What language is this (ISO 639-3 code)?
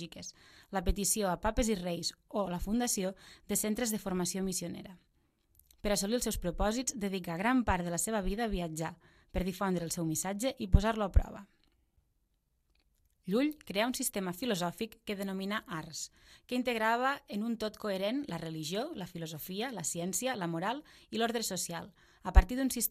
cat